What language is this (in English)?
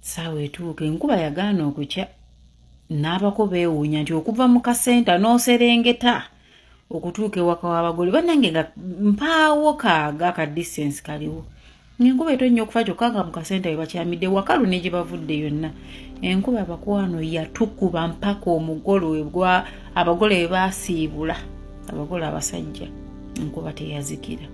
Ganda